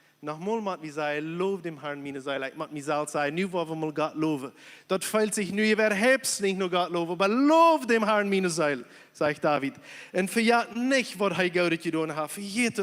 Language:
Plautdietsch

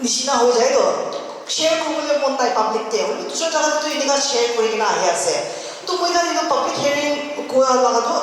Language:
Naga Pidgin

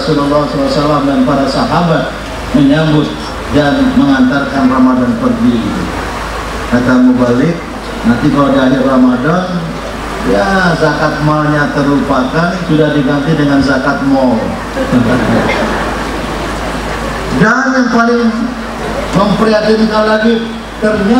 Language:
Indonesian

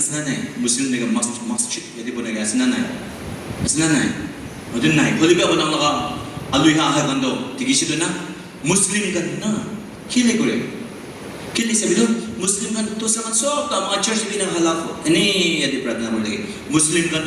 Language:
Naga Pidgin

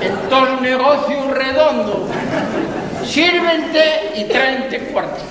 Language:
Asturian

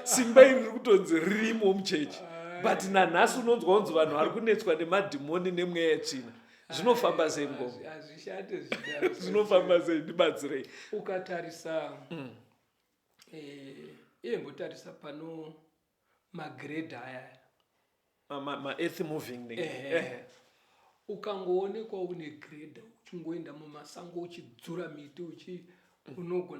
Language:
Shona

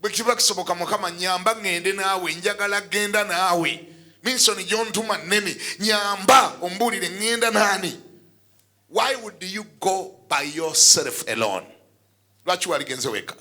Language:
Ganda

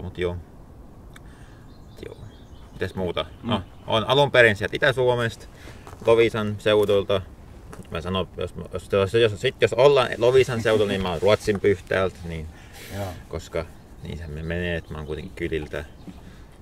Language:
Finnish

